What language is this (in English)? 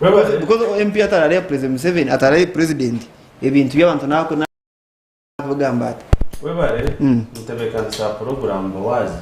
Nyankole